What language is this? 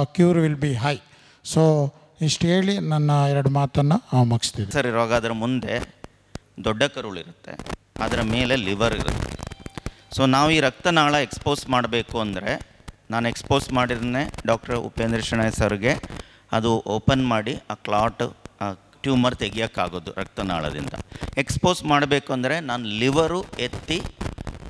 Kannada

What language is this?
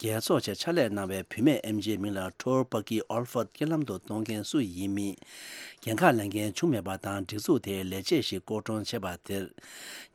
Tibetan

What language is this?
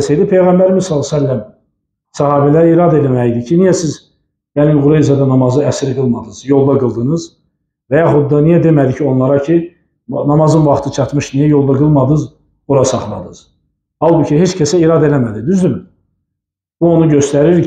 Azerbaijani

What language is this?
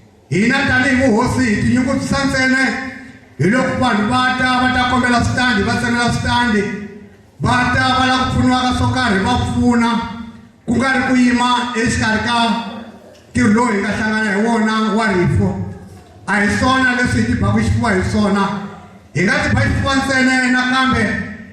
Tsonga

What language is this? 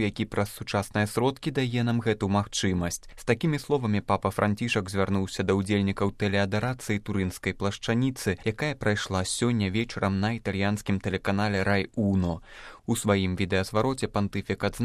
Belarusian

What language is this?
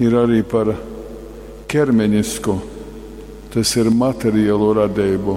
Latgalian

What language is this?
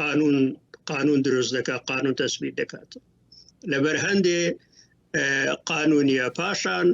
Central Kurdish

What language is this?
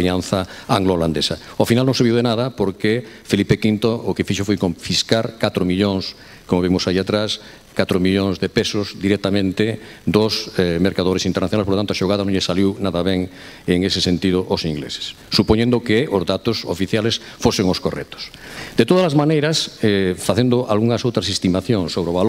Galician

